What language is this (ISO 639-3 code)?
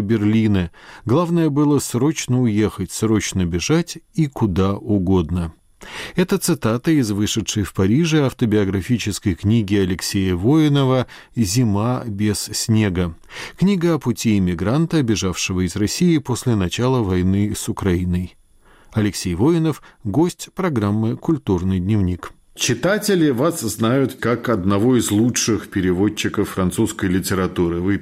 rus